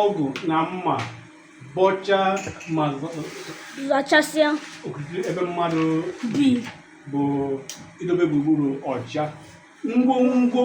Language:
Igbo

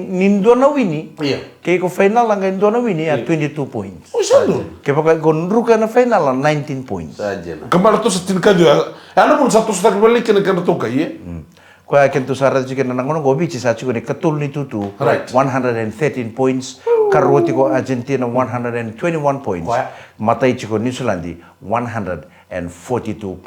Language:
Fijian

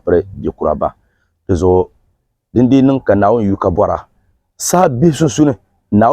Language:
Dagbani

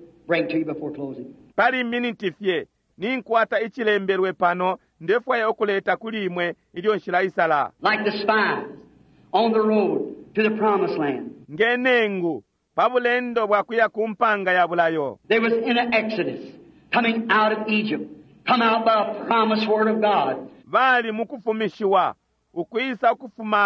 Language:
Bemba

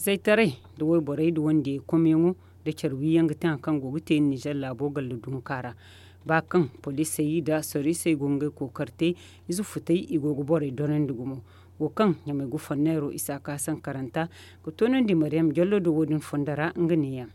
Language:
Zarma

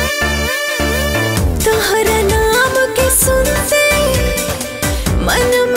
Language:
Bhojpuri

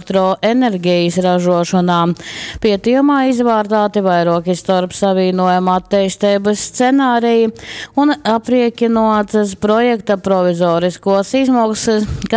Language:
Latgalian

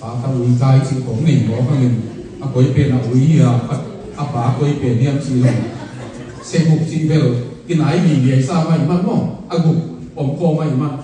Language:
Tedim Chin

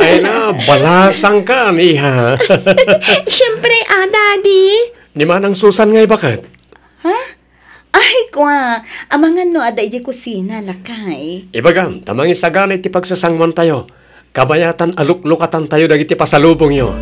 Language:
Iloko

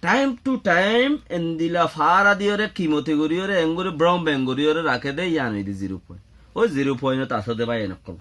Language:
Rohingya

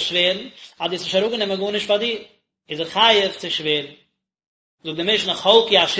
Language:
Yiddish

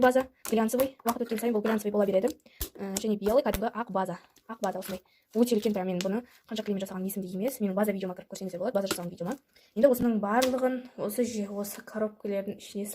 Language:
Kazakh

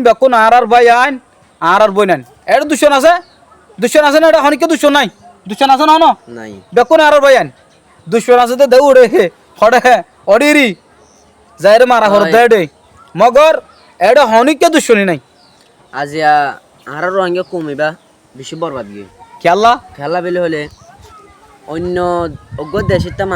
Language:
Rohingya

